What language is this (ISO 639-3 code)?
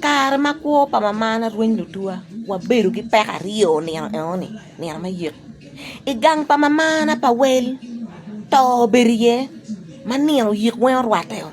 ach